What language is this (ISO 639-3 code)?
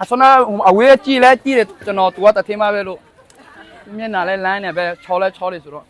ahk